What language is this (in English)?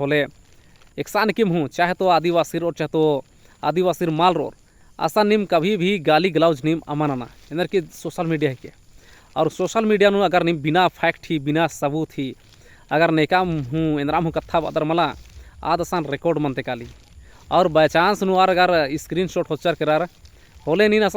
Kurukh